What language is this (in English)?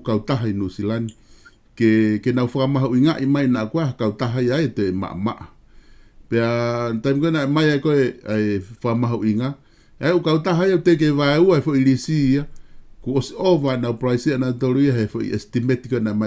Tongan